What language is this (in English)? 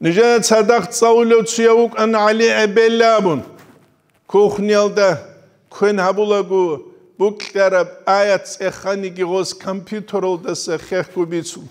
Avaric